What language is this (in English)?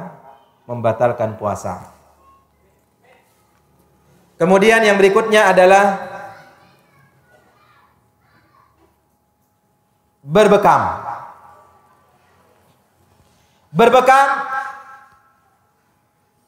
Indonesian